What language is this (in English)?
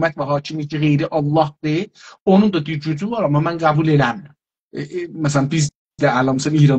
South Azerbaijani